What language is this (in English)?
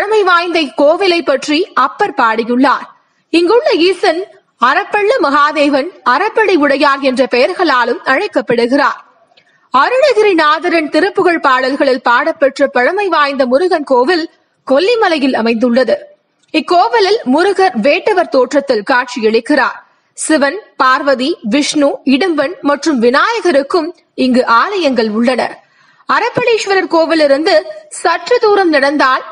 Tamil